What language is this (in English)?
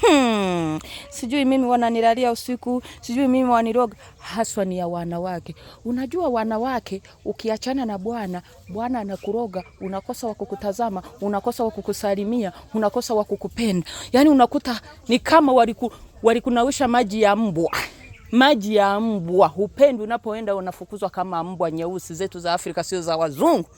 Swahili